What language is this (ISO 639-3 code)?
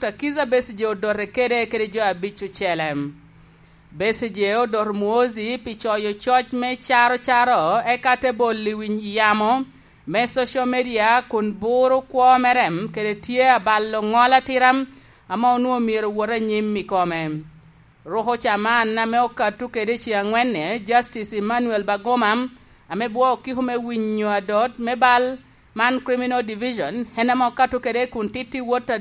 laj